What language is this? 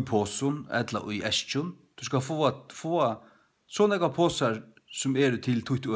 Faroese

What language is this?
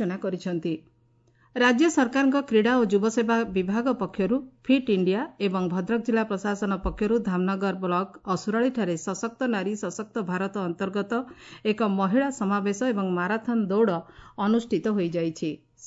Odia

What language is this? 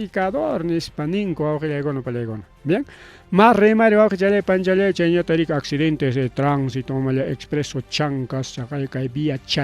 Ayacucho Quechua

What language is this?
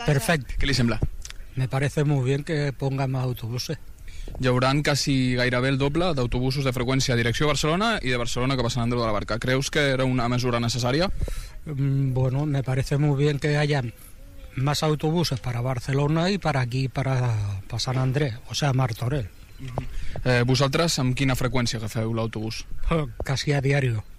Catalan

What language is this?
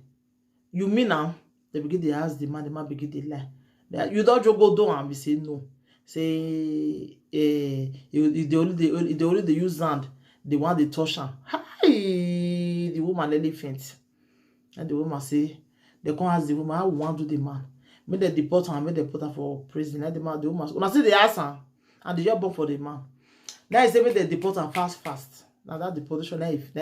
Nigerian Pidgin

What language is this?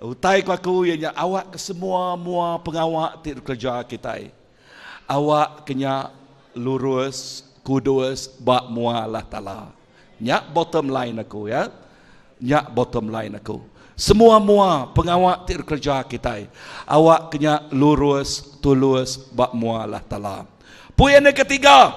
Iban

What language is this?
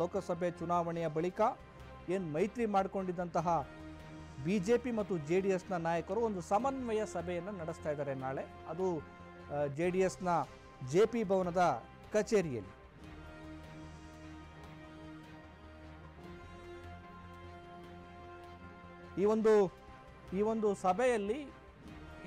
Kannada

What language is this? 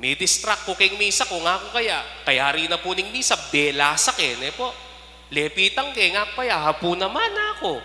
Pampanga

